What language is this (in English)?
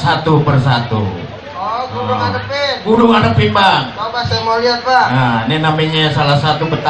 Betawi